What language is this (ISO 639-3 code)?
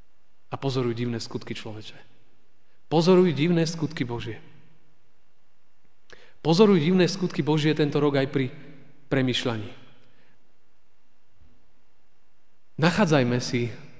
slk